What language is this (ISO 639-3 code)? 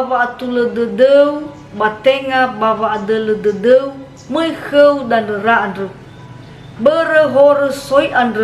nia